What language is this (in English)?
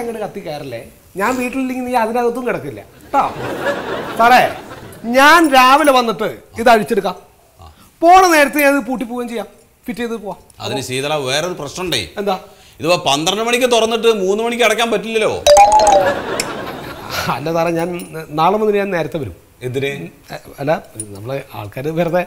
Malayalam